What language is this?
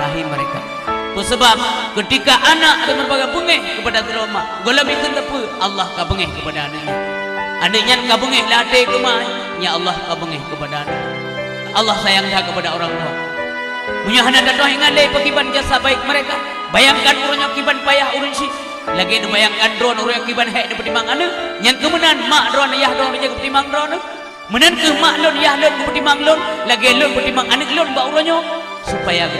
Achinese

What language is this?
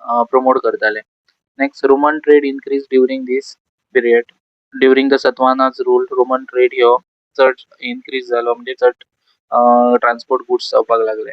Konkani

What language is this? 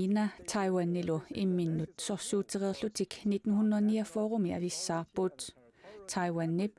Kalaallisut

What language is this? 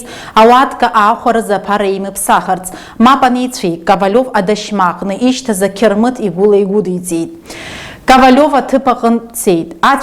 Abkhazian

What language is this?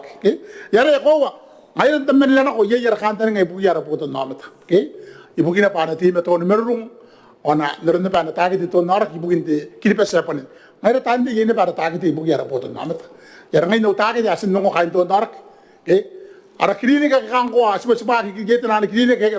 Gilbertese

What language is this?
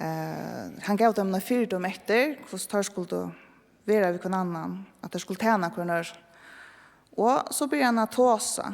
Faroese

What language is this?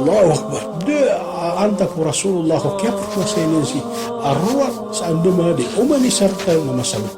Maranao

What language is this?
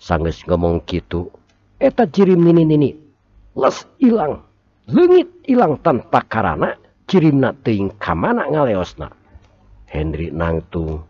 Sundanese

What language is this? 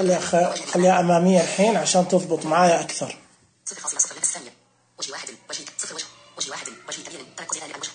Najdi Arabic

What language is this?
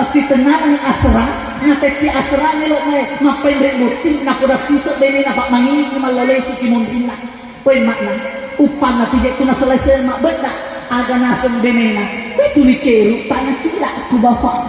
Buginese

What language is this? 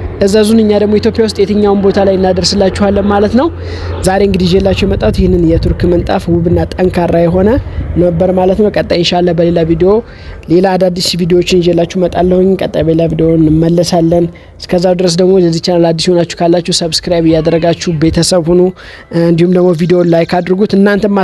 Amharic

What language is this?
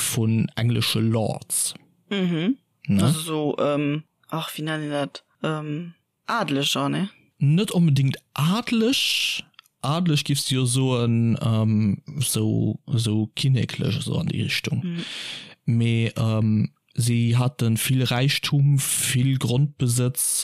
Luxembourgish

